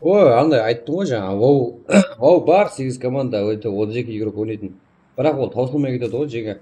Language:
Kara-Kalpak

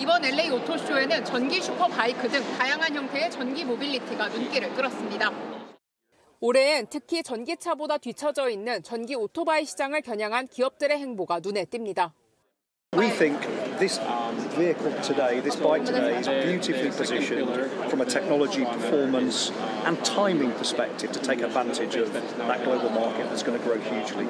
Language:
Korean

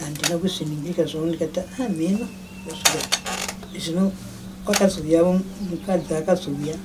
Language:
Shona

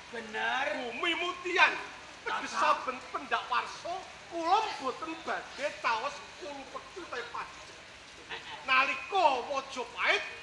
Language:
Javanese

